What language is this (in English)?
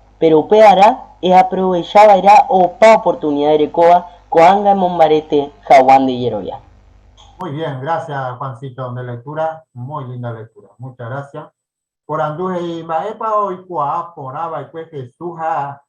Guarani